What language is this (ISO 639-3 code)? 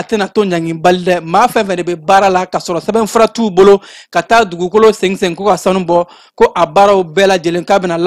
bam